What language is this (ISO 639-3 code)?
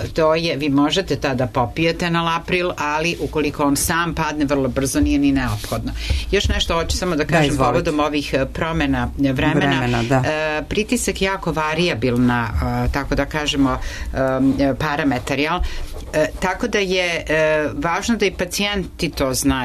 srp